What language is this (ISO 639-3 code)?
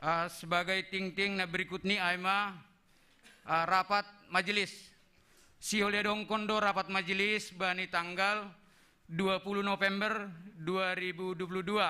bts